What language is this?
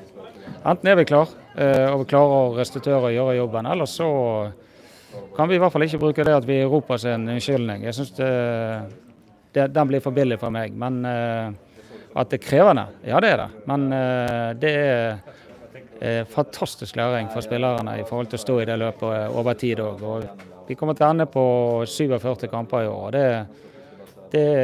Norwegian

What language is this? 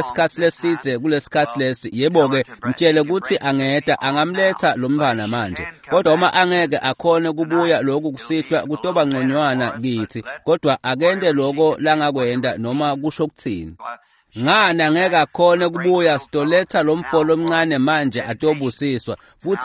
Swati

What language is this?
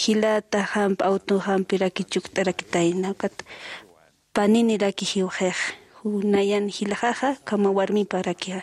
Aymara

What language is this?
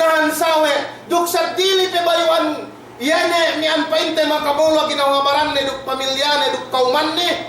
Yakan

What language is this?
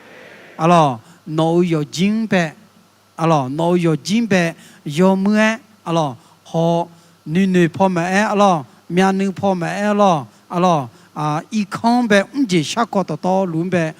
Akha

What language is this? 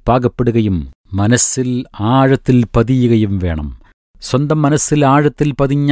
Malayalam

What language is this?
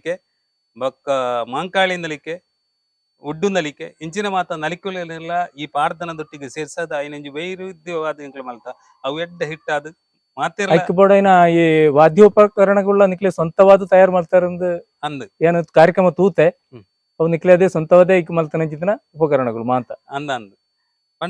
Tulu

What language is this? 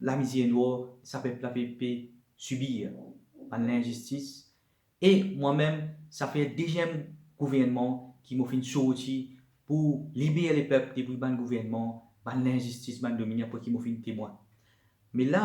Morisyen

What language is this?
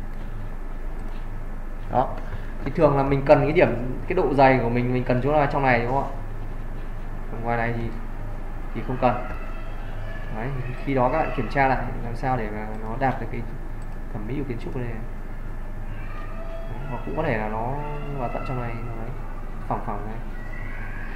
Vietnamese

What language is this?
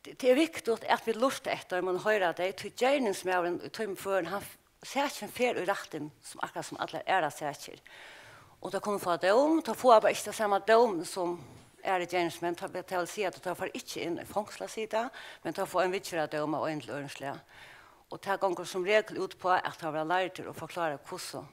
Faroese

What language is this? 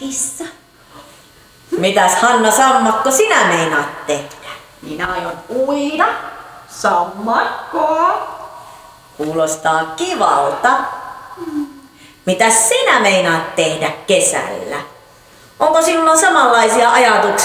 Finnish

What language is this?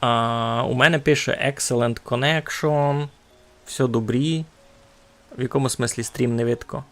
Rusyn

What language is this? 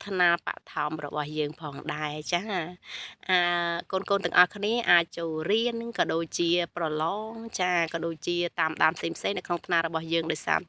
Khmer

